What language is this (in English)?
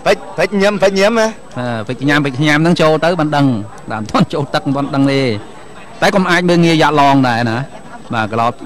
Khmer